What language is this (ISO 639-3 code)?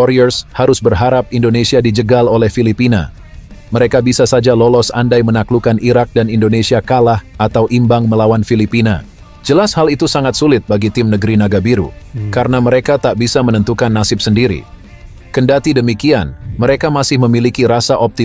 ind